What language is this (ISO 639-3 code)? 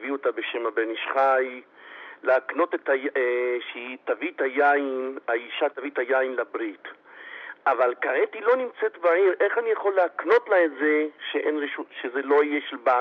heb